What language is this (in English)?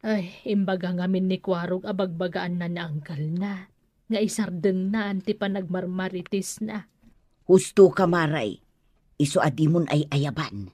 Iloko